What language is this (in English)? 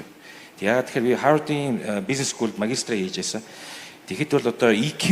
Mongolian